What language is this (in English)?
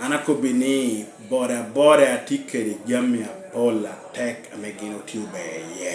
Lango (Uganda)